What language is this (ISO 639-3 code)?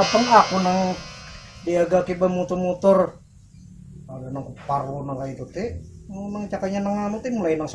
bjn